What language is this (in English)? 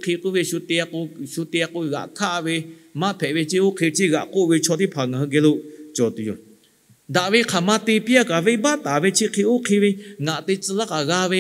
Lahu